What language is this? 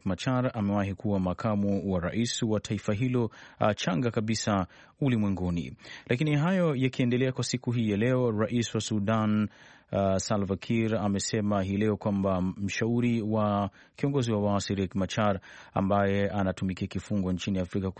Swahili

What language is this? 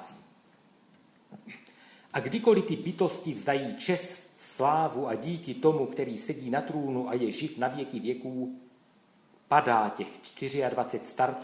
Czech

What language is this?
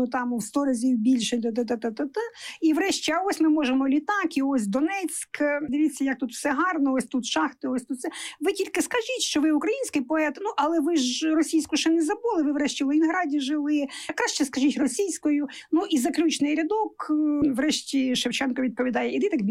Ukrainian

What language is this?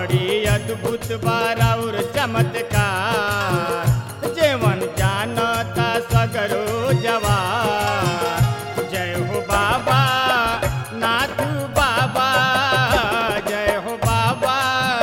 Bhojpuri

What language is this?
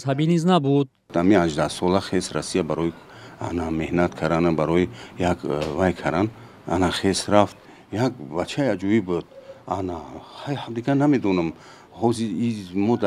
Tajik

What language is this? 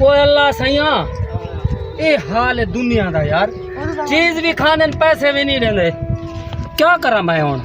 Saraiki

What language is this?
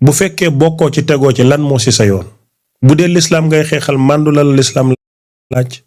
Wolof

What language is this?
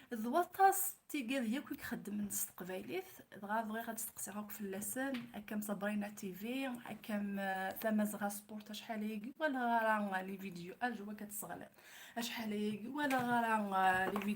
Kabyle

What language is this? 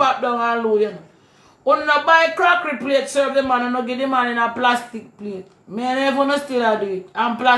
Jamaican Creole English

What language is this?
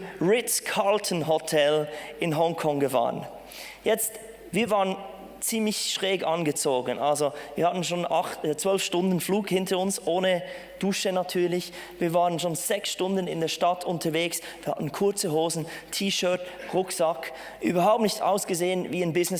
Swiss German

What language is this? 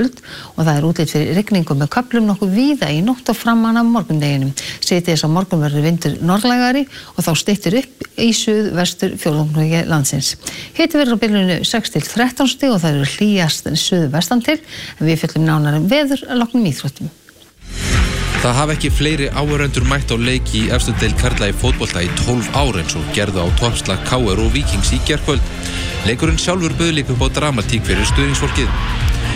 Icelandic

